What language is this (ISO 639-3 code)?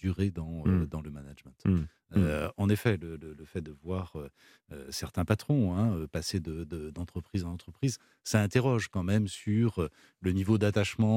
fra